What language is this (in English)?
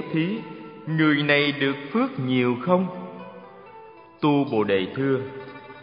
Vietnamese